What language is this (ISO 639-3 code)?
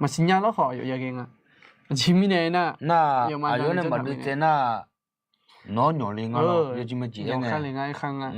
ahk